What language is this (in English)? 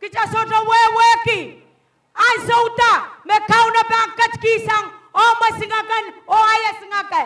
Pohnpeian